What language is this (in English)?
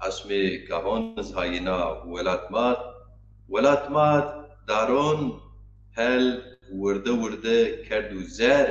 Zaza